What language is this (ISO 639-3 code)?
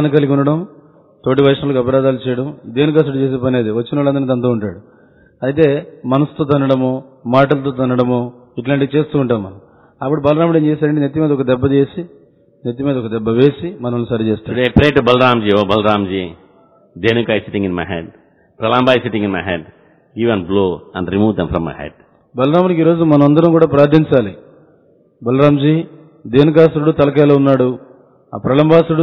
tel